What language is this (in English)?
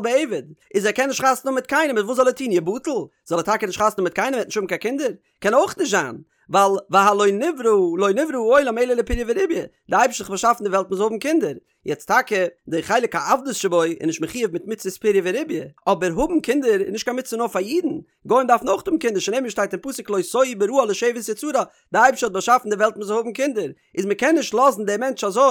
Yiddish